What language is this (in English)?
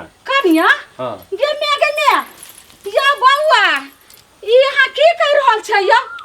Maithili